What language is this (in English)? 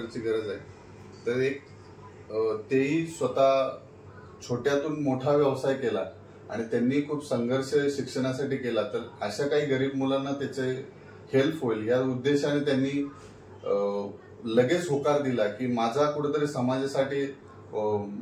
Marathi